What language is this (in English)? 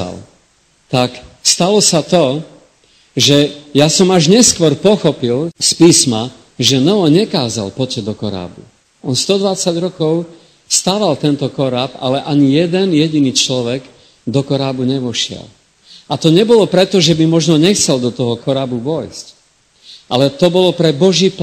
Slovak